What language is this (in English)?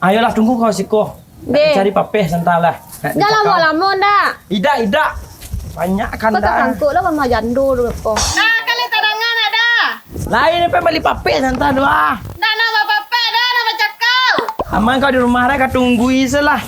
Minangkabau